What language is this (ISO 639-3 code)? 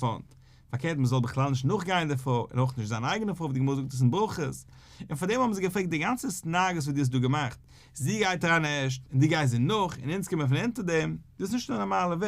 yid